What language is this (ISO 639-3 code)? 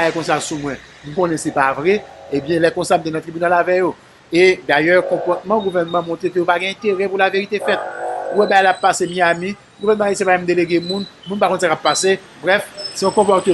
hat